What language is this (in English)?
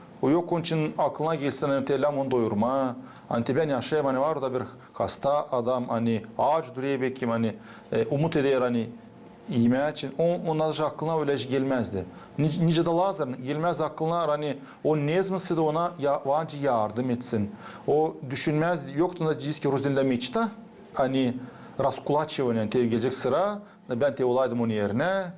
Gagauz